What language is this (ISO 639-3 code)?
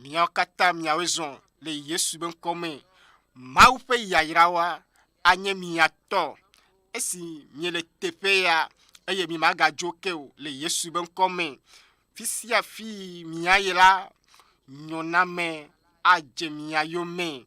ewe